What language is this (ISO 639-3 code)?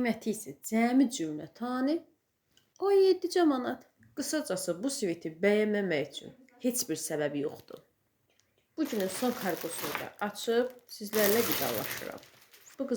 aze